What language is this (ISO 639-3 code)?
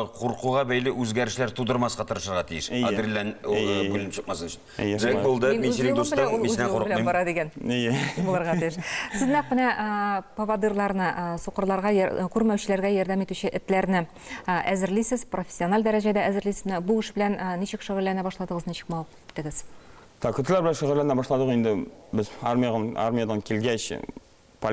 tat